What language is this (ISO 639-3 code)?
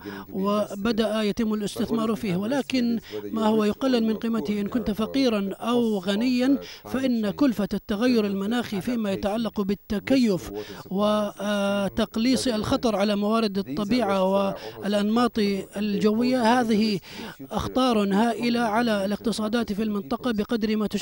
ara